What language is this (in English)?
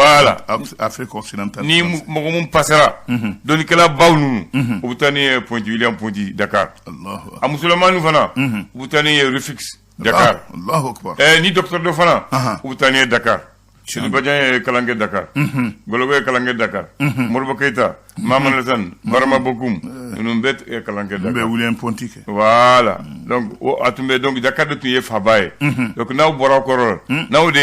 Bambara